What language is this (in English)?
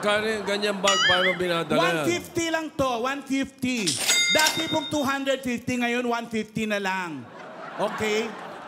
Filipino